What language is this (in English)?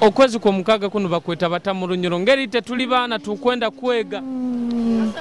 Nyoro